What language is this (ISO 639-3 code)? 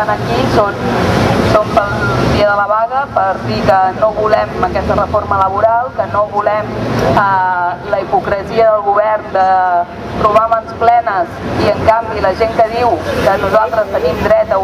cat